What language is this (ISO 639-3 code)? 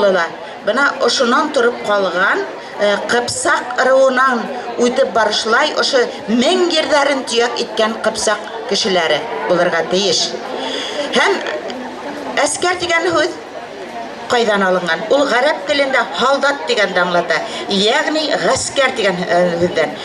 bak